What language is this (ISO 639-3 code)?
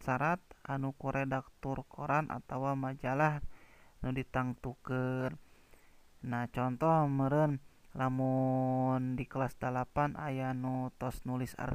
sun